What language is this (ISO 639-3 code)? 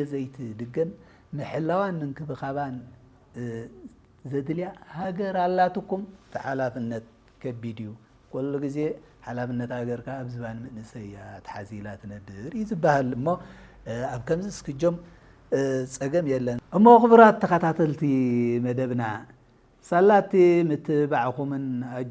tir